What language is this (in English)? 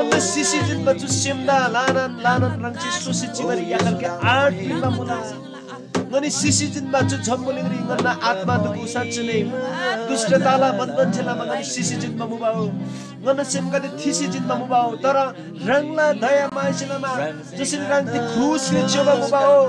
Eastern Tamang